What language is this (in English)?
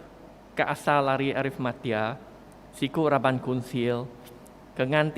Iban